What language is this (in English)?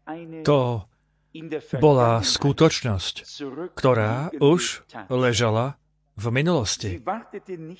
Slovak